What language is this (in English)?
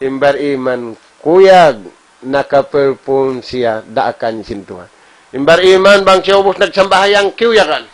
Tausug